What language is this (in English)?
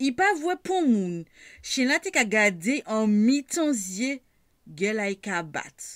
Guadeloupean Creole French